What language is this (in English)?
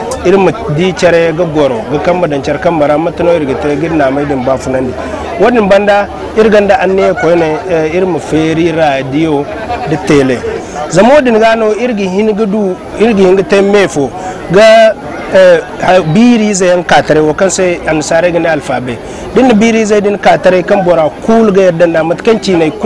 Zarma